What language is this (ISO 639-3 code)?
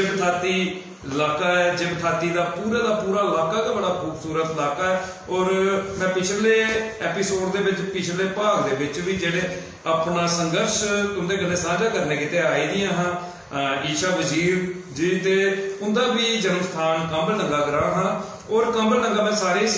doi